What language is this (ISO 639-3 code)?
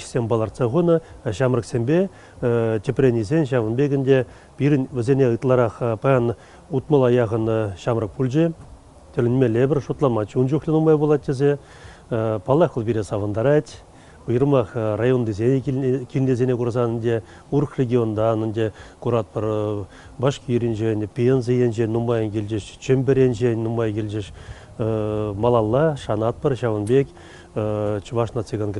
chv